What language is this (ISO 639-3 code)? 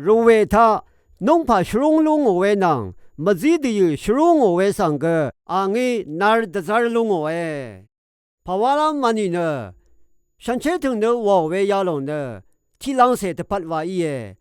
raw